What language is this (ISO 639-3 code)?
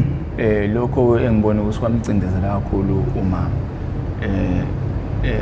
zul